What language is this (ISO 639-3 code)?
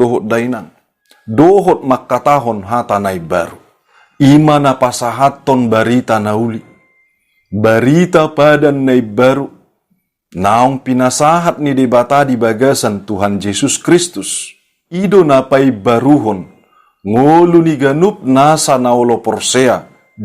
bbc